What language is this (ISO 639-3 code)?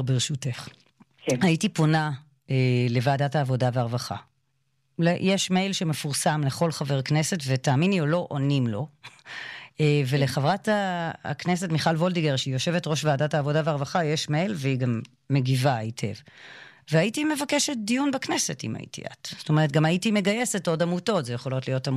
heb